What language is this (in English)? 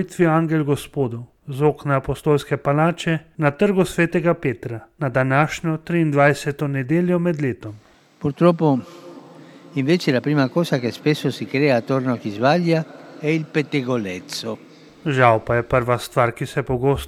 Slovenian